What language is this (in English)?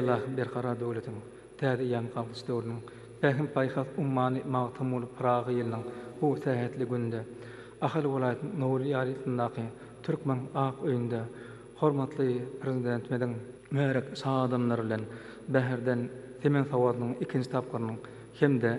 Turkmen